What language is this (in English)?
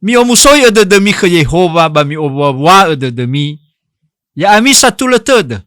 Nias